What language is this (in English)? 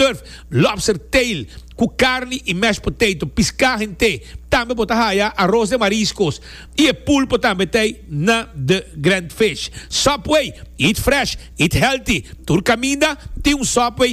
Papiamento